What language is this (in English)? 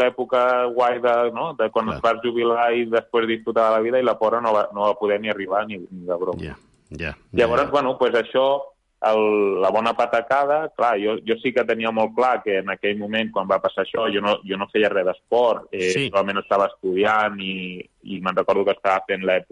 Catalan